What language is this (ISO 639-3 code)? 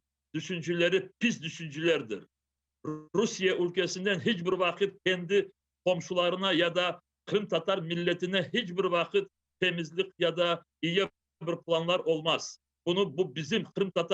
crh